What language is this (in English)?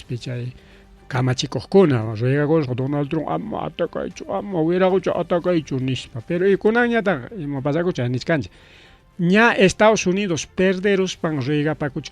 Ayacucho Quechua